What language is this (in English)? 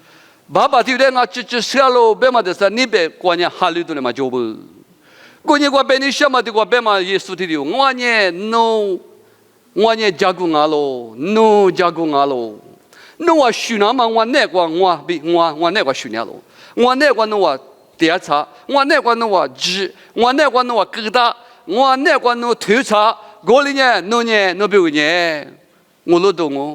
Lisu